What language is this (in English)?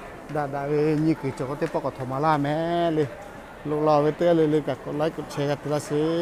Lahu